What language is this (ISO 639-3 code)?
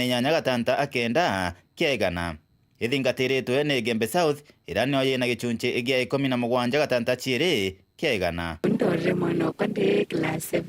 mer